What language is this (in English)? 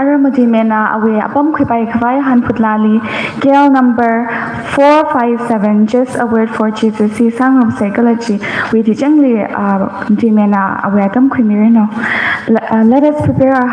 Tangkhul Naga (India)